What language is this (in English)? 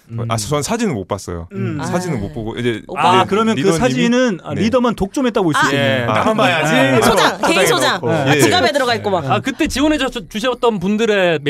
Korean